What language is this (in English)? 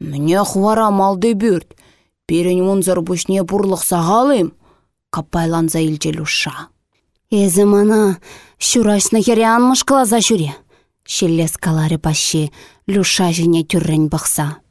Chuvash